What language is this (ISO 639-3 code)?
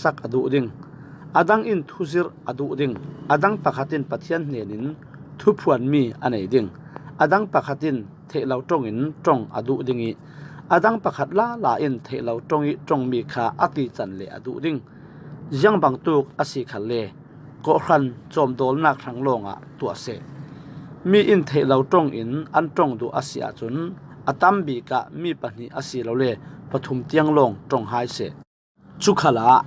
cfm